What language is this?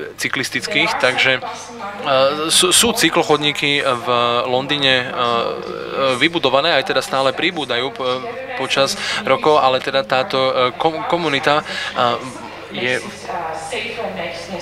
Slovak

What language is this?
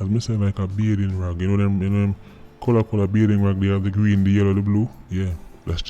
Jamaican Creole English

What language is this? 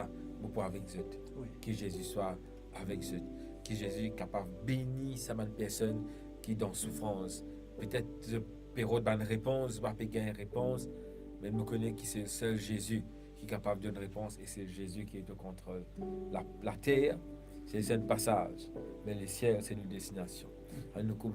Morisyen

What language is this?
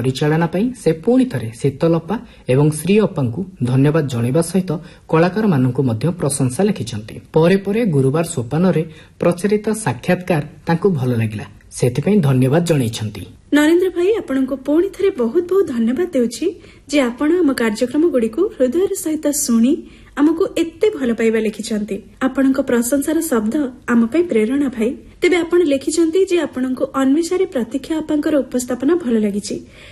Odia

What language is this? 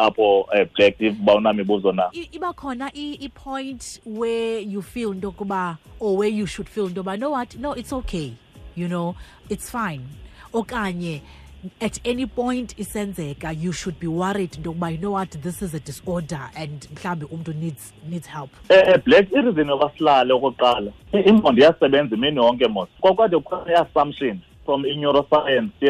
Xhosa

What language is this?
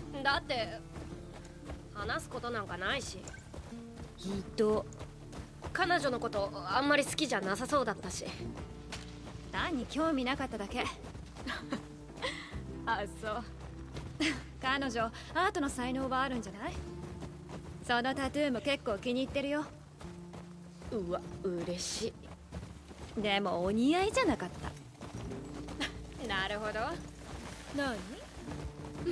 Japanese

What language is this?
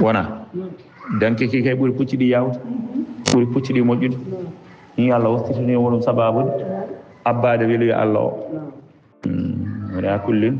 Fula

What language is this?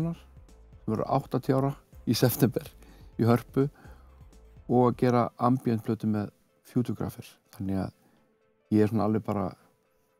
Icelandic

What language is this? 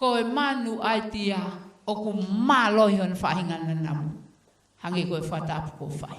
Tongan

